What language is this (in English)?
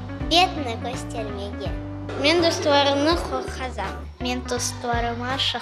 Crimean Tatar